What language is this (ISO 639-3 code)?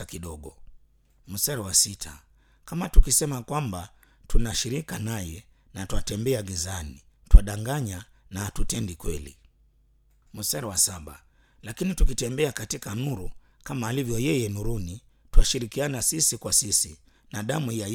swa